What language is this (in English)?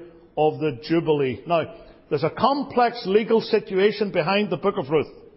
English